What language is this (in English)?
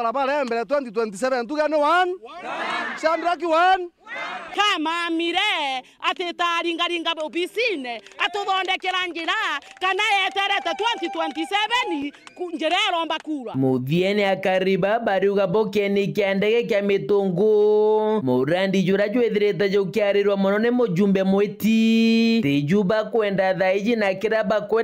Meru